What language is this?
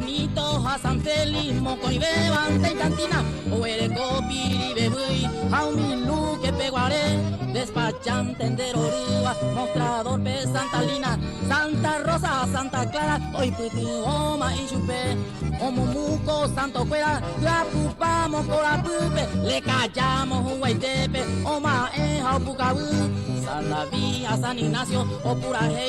Guarani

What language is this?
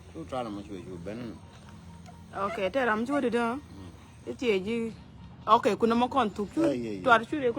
Nuer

